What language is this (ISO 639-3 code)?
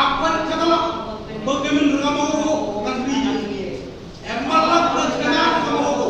mah